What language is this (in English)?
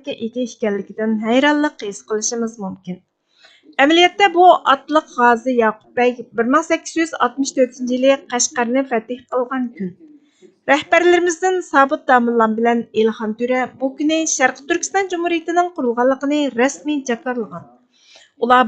Uyghur